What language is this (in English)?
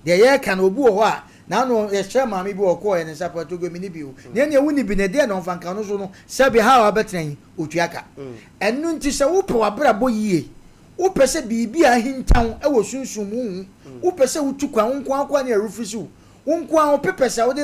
Akan